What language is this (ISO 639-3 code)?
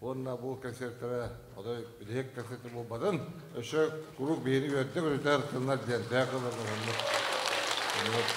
sah